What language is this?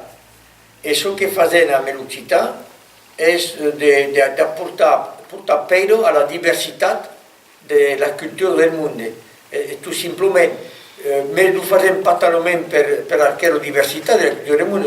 Occitan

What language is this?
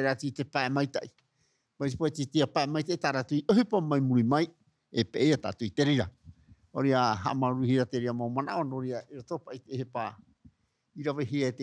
Tahitian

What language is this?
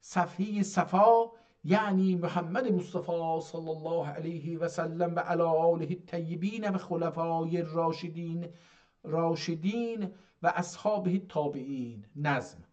South Azerbaijani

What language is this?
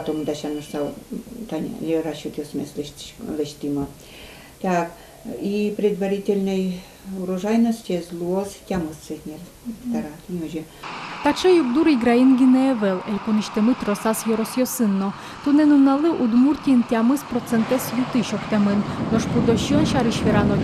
Udmurt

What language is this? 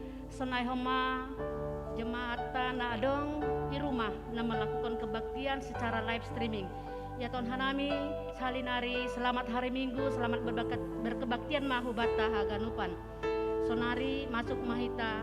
Batak Simalungun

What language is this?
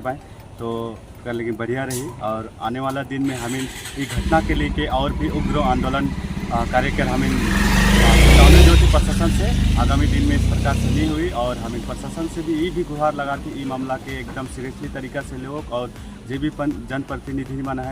Sadri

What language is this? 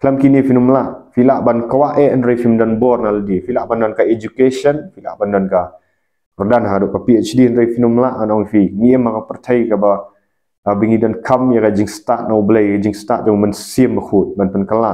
Khasi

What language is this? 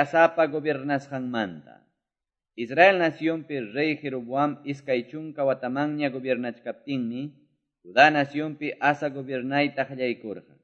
Quechua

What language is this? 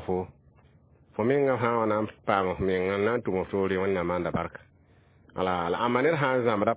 Mossi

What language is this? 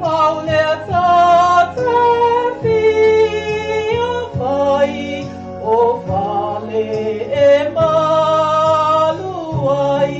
Samoan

